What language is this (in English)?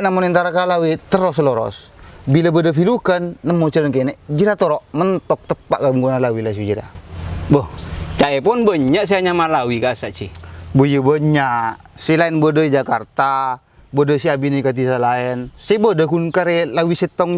Madurese